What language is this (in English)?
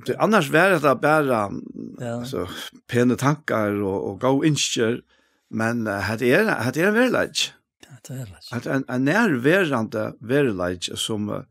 Faroese